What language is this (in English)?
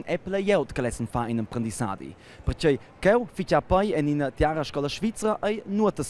Romansh